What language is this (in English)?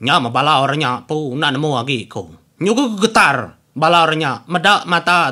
Iban